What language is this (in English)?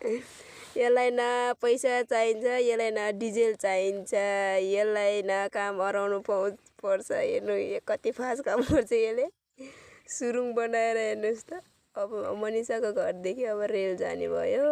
Nepali